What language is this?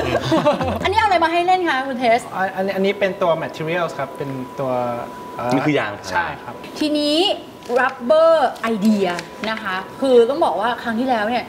Thai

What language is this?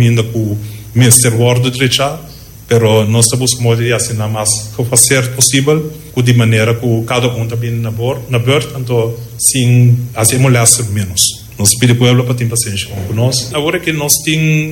Papiamento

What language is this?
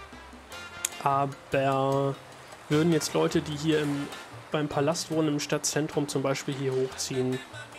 German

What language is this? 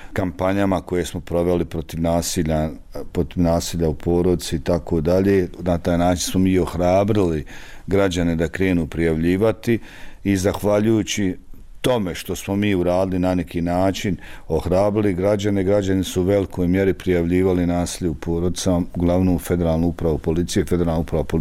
Bosnian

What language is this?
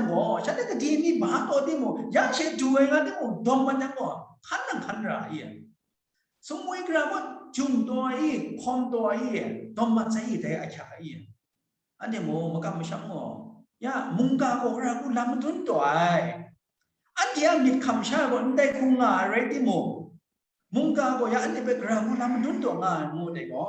Kachin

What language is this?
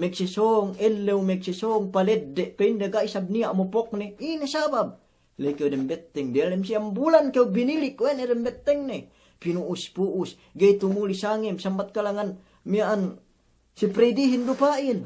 Yakan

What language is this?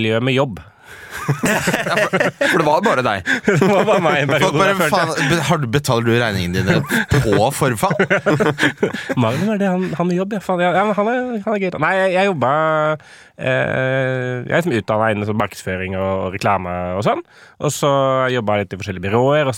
Norwegian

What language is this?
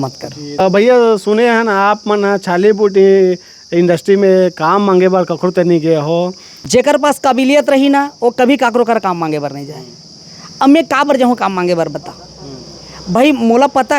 Chhattisgarhi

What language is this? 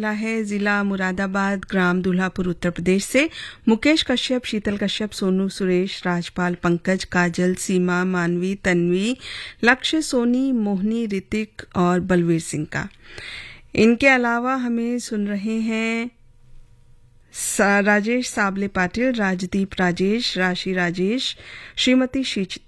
Hindi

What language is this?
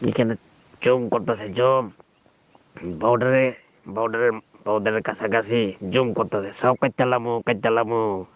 Riang (India)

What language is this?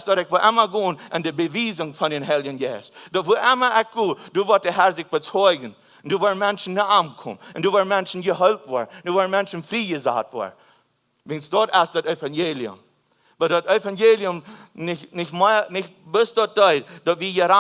Plautdietsch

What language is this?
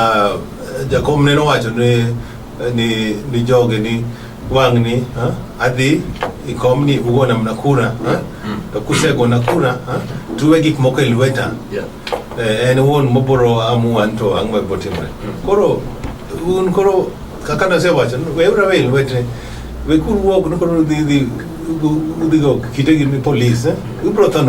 Luo (Kenya and Tanzania)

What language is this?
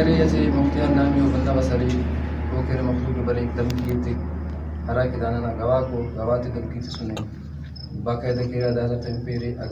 Brahui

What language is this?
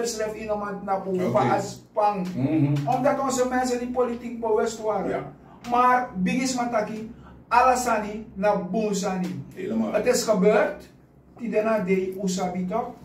Sranan Tongo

